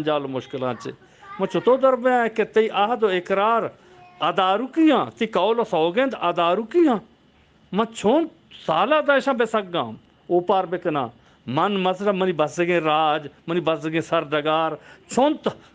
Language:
Eastern Balochi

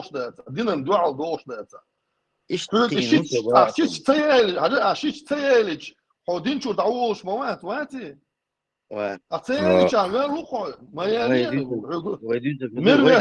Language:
Chechen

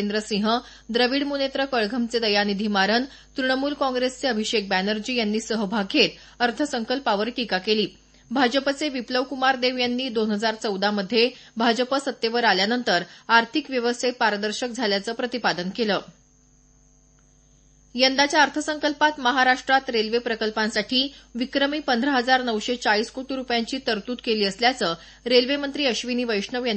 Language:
Marathi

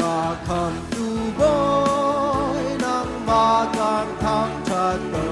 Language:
Hakha Chin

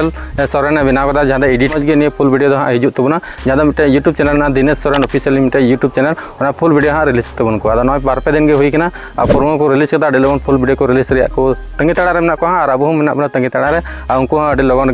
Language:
Santali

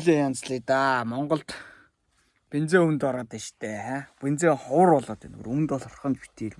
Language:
Mongolian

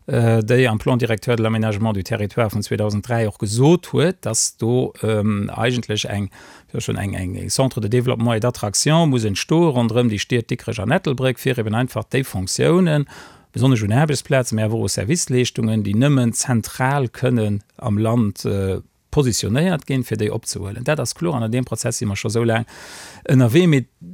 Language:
Luxembourgish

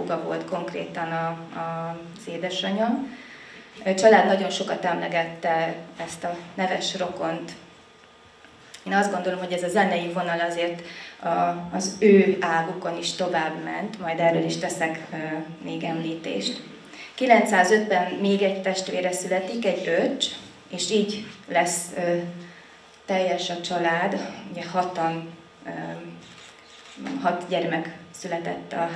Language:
Hungarian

